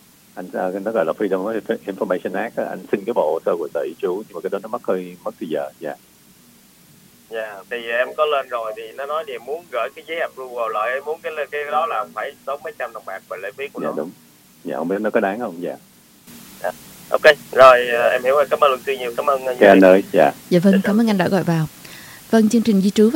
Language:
Vietnamese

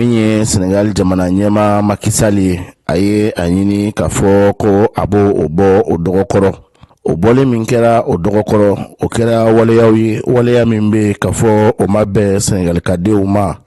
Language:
Bambara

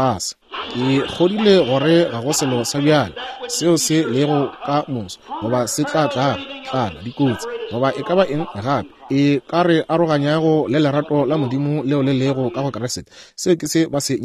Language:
Northern Sotho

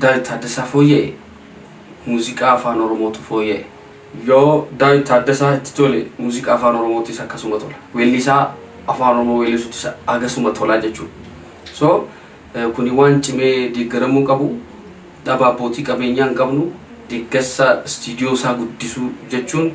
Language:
Oromo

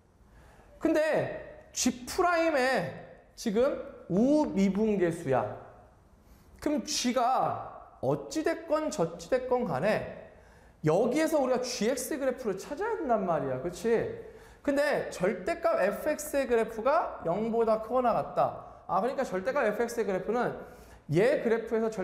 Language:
Korean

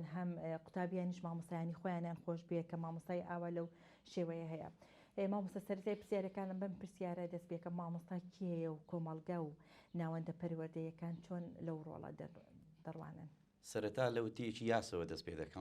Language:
Central Kurdish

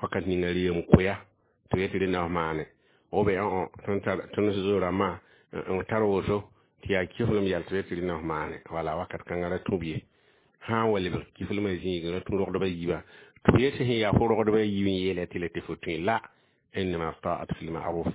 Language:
Mossi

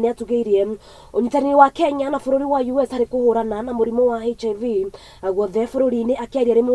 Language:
Kikuyu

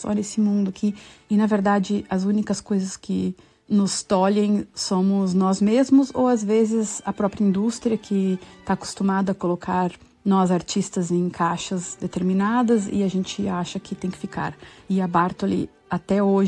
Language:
Portuguese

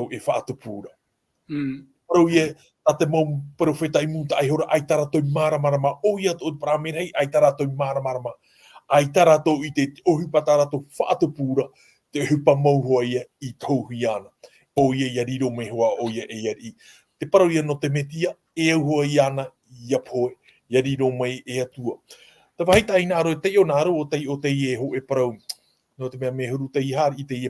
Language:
Tahitian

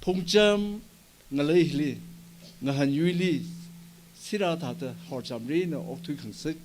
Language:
Tangkhul Naga (India)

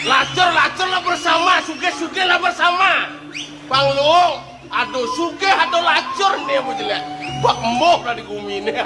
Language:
Balinese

